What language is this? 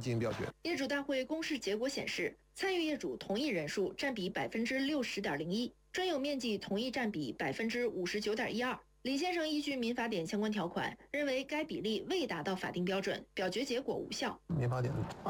Chinese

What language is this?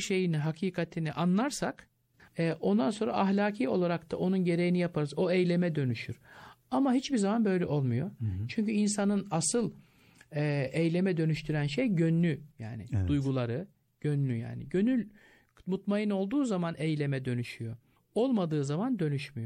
Turkish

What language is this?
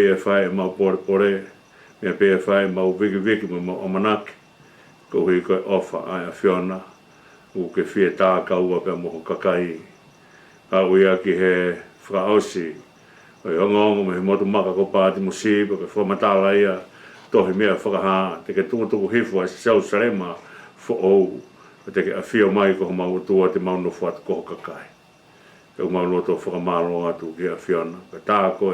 Tongan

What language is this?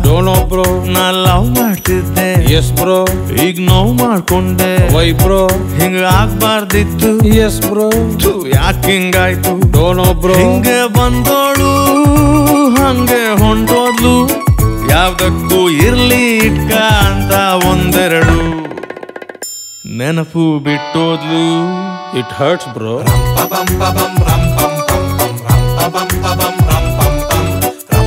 Kannada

